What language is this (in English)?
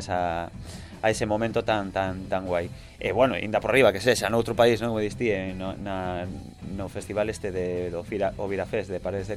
Galician